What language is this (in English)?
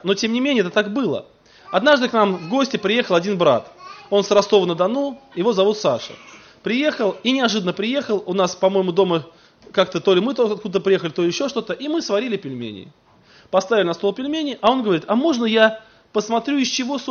Russian